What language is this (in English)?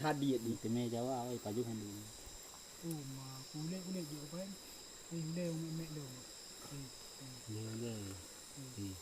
Achinese